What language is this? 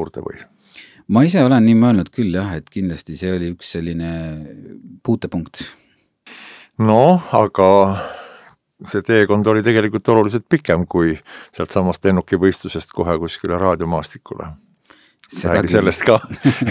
Estonian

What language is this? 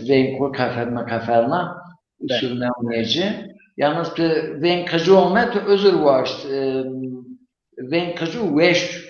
Zaza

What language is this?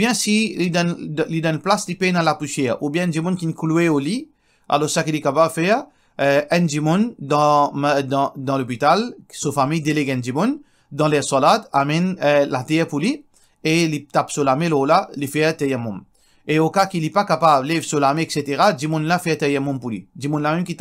Morisyen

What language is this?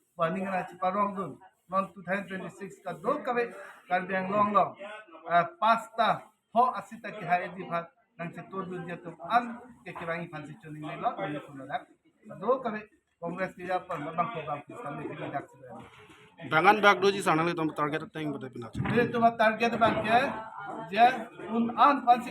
Karbi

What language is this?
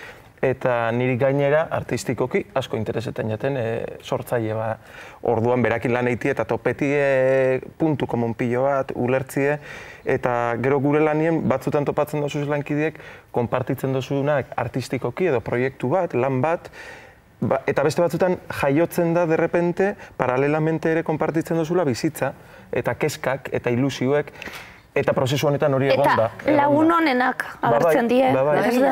Basque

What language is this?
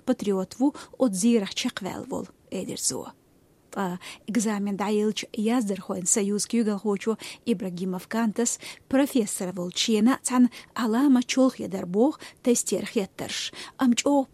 Chechen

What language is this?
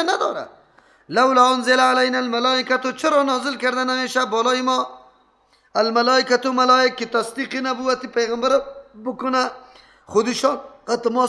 Persian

